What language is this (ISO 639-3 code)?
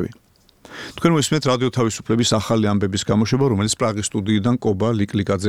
kat